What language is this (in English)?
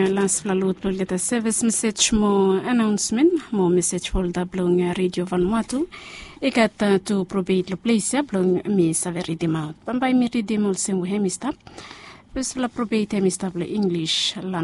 Bislama